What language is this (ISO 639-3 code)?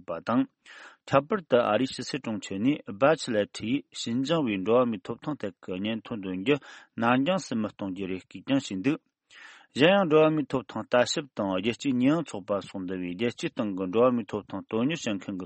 bod